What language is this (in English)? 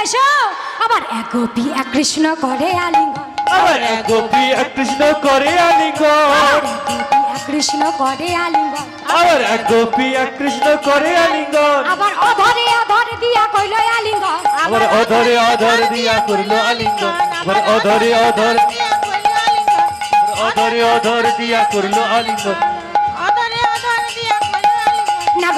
Bangla